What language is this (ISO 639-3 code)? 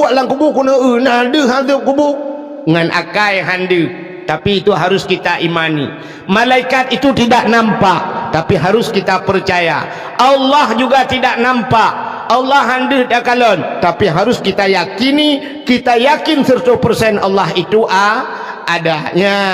ace